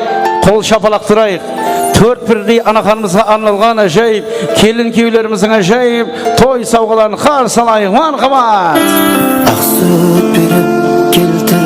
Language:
Kara-Kalpak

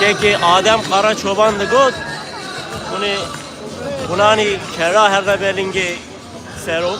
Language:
Kurdish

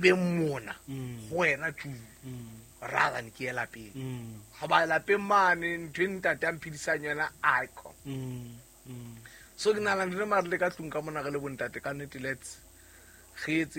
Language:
Southern Sotho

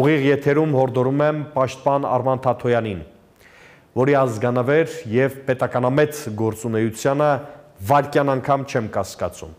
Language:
Armenian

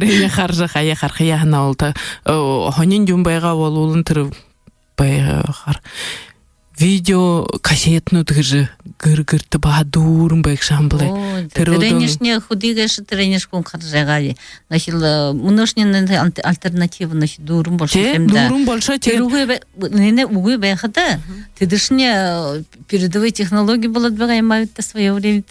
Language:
Buriat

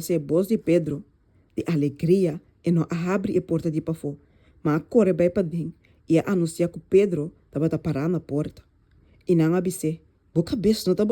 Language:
Papiamento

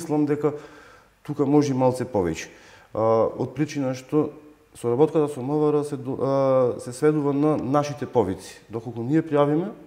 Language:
Macedonian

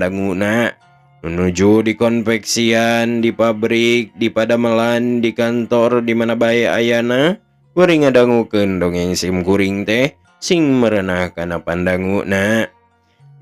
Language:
Sundanese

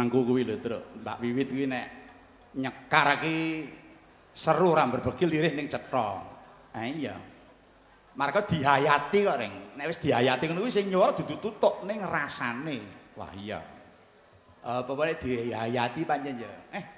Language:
Javanese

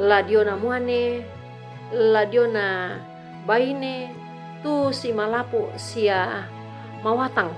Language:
Toraja-Sa'dan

